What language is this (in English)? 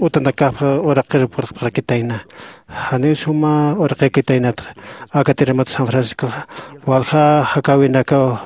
Aymara